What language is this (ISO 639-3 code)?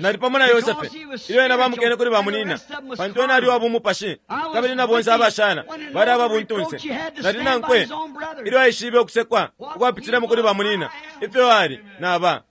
bem